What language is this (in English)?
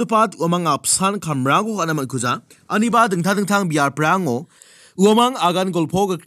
Garo